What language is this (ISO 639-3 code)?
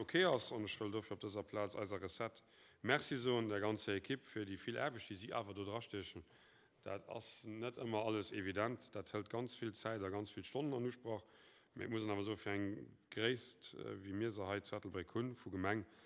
ltz